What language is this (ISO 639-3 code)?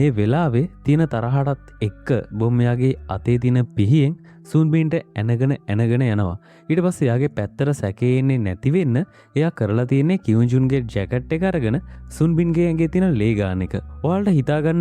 sin